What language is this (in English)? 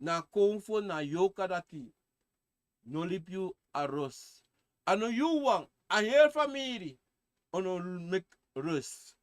Sranan Tongo